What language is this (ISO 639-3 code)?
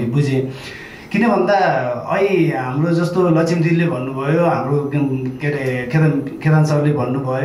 nep